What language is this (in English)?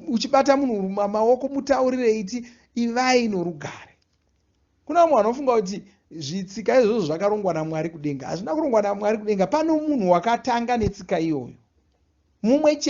Shona